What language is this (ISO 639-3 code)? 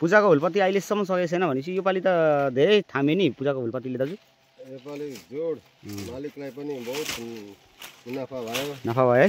nep